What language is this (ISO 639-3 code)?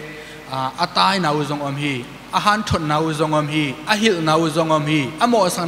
ctd